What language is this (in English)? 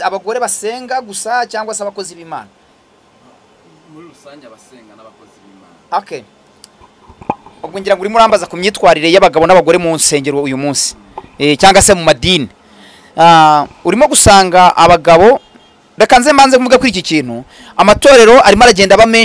Kinyarwanda